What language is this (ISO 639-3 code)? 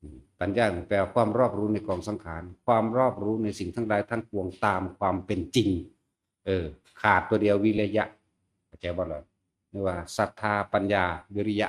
tts